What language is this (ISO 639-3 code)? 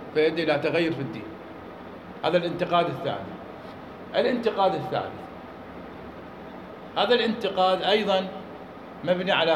ara